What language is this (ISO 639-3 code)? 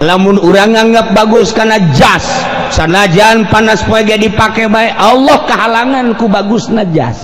sun